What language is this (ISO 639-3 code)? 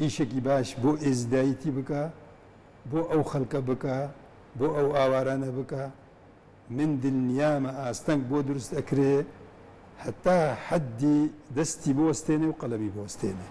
ckb